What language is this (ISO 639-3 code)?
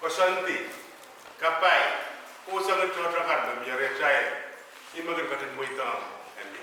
pon